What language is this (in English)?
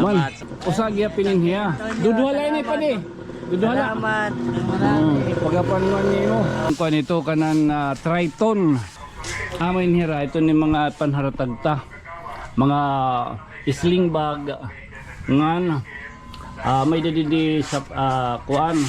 Waray